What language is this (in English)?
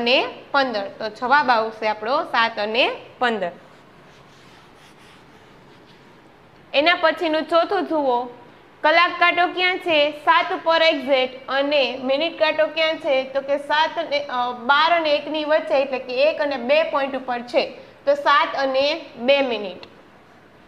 Gujarati